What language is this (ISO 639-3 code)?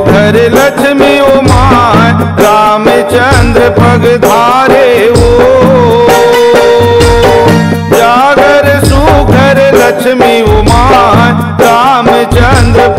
hne